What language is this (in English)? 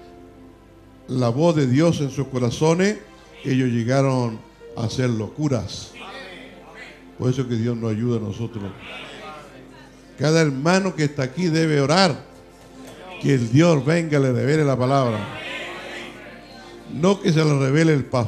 Spanish